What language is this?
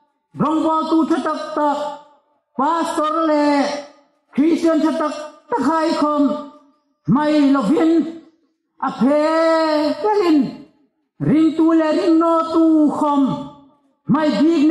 Hmar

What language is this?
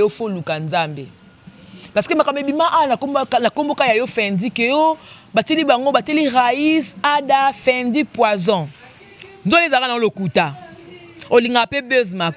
Lingala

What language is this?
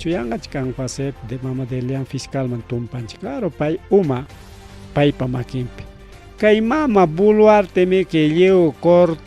Ayacucho Quechua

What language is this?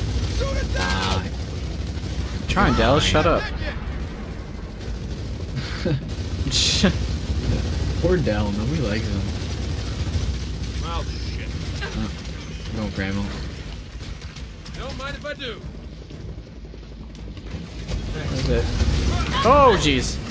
English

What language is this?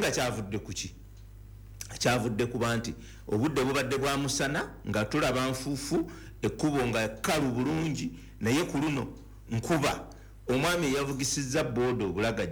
Ganda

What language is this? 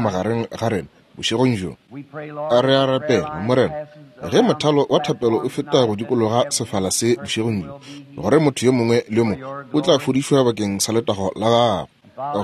Northern Sotho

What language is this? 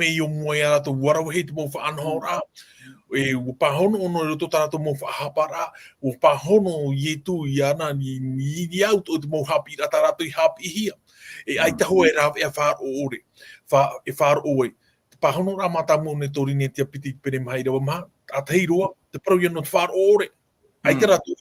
Tahitian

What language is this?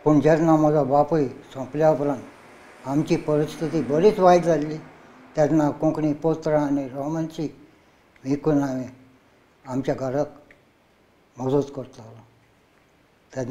Konkani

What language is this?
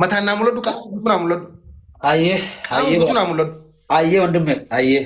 Oromo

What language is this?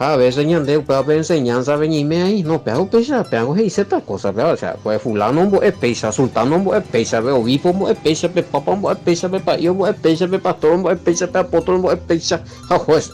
Guarani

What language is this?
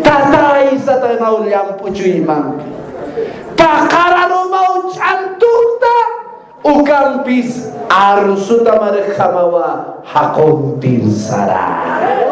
Aymara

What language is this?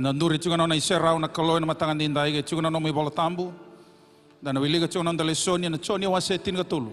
Fijian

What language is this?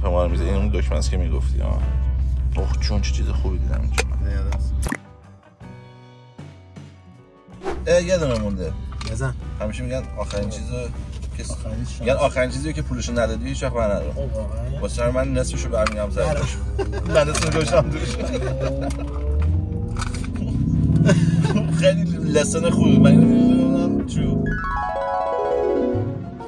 Persian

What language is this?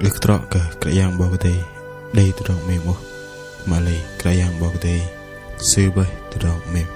Bahnar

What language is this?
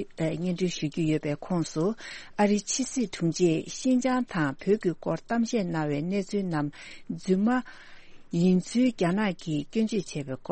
Tibetan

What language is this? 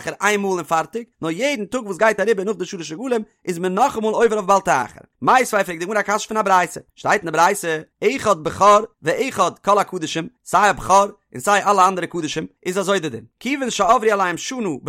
Yiddish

